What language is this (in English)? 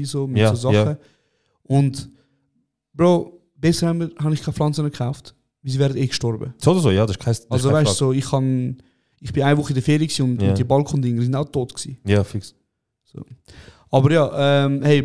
Swiss German